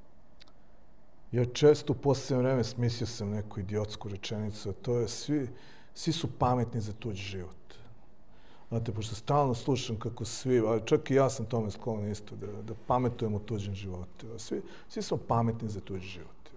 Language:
Serbian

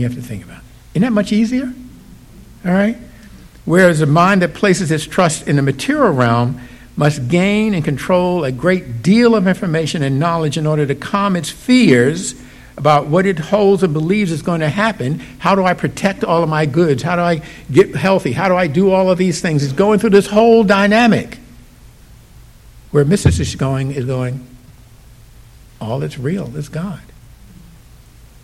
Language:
English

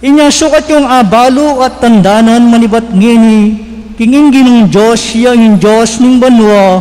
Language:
Pampanga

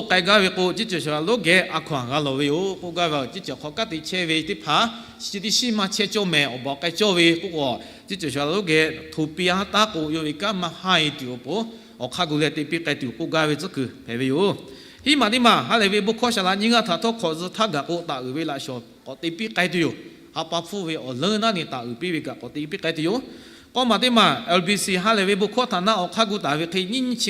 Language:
Lahu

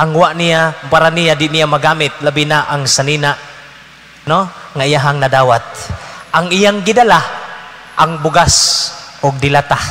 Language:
Cebuano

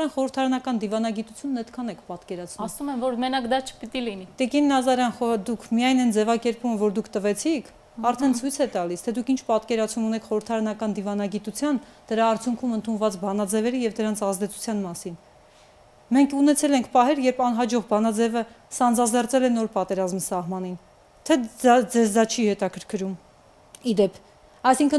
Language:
Armenian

